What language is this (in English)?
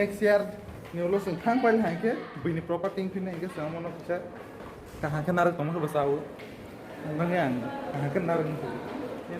Kok Borok